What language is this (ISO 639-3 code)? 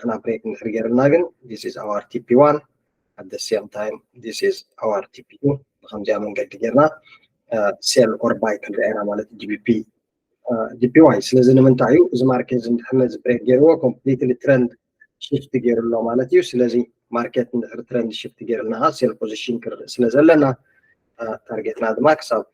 tir